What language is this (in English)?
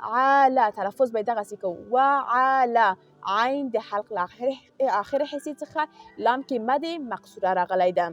Pashto